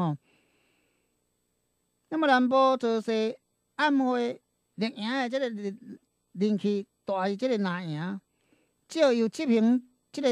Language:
Min Nan Chinese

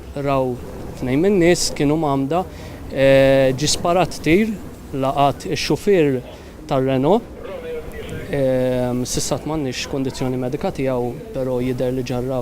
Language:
Maltese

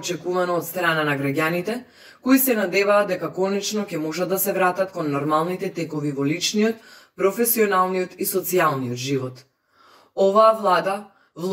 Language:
Macedonian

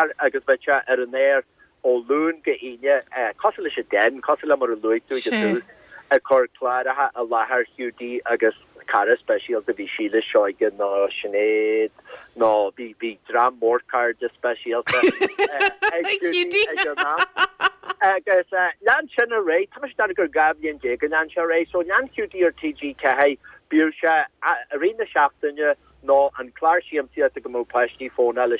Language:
Irish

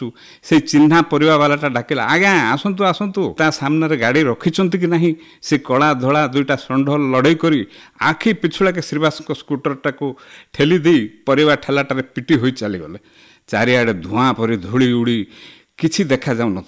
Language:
Odia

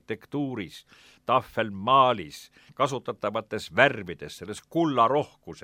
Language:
Estonian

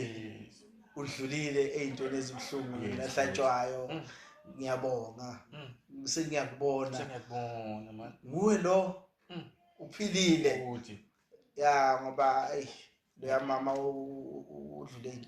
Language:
Zulu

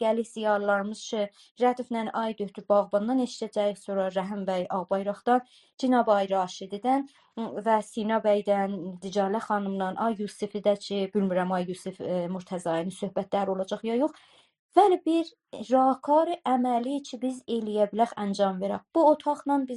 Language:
South Azerbaijani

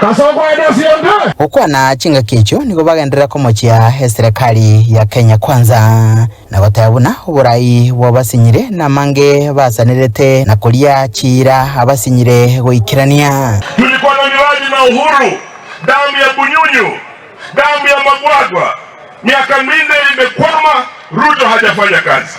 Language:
Gusii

